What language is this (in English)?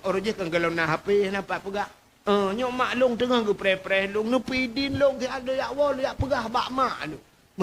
Achinese